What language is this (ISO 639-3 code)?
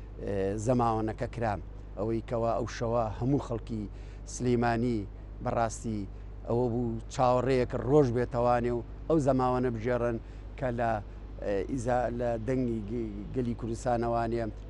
ckb